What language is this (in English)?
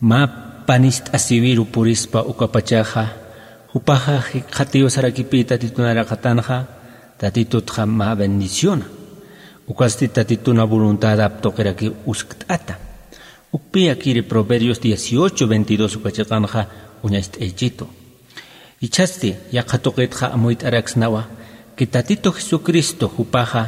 Aymara